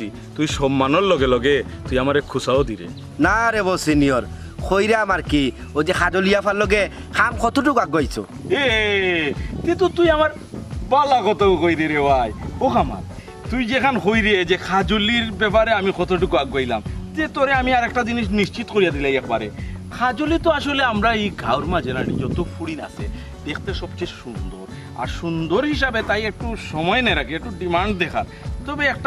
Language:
Sylheti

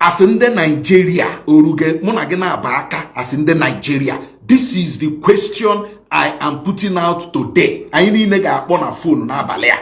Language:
Igbo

